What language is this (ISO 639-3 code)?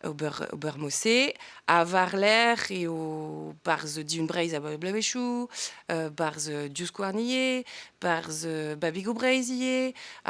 bre